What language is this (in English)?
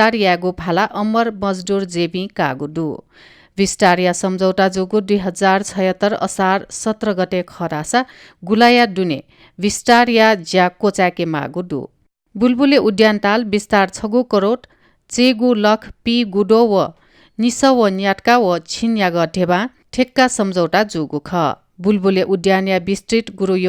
Newari